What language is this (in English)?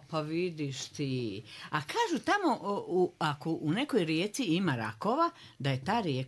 Croatian